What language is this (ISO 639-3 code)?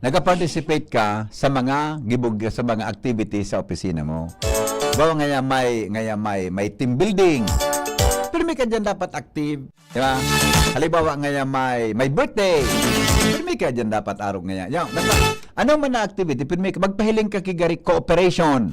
bik